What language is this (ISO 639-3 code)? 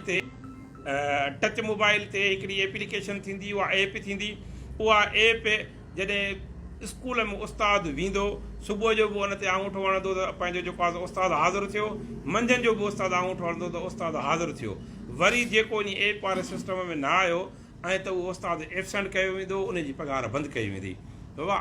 snd